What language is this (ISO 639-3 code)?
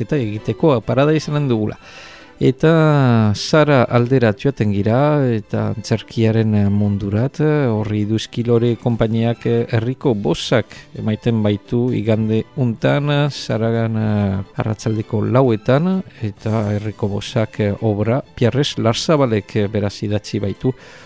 eus